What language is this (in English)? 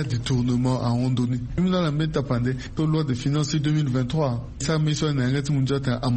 Sango